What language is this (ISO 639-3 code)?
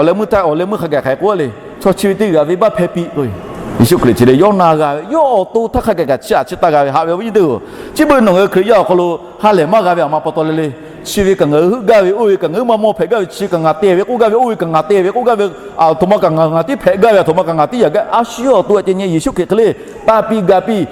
lhu